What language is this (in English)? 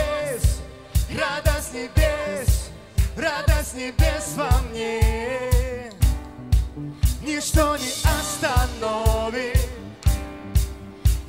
Russian